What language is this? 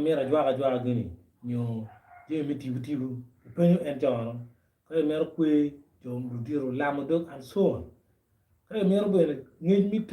Acoli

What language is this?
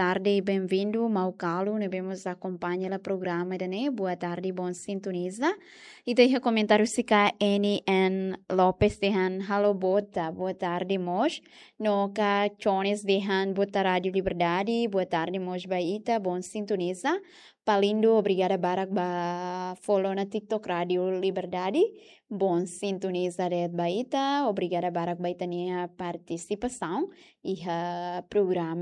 Tetum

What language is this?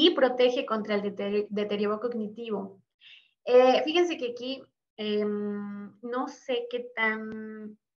Spanish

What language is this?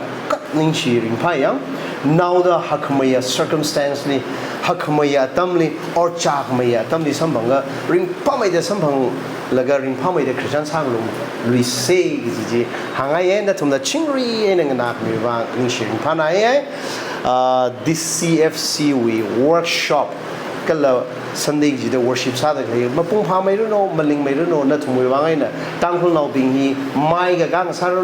Tangkhul Naga (India)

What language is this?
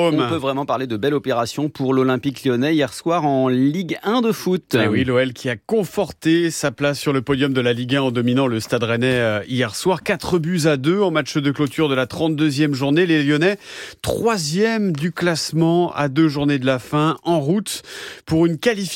French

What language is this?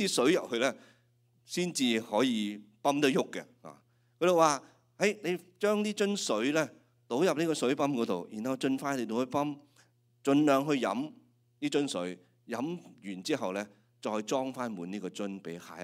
Cantonese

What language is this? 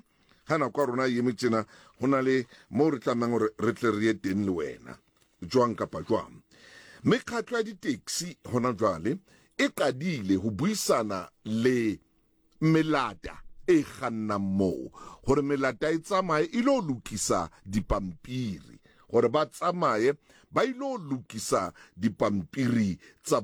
Southern Sotho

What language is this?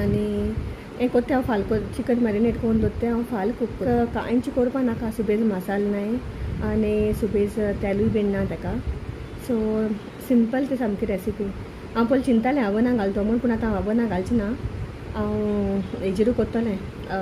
Konkani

